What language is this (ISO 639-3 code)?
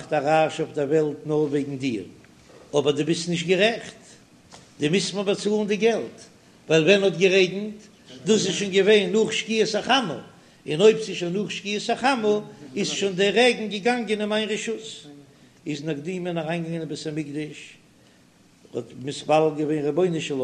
yid